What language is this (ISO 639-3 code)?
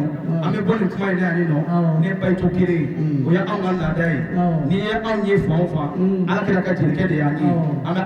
bam